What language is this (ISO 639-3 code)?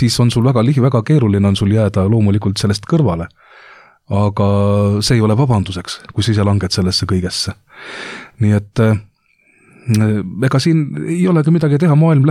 est